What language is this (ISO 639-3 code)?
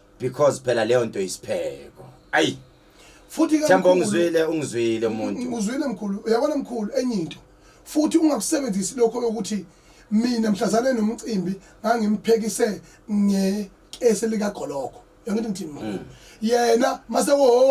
zul